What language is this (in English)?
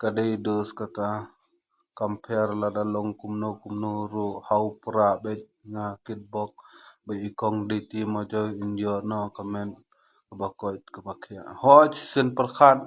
Khasi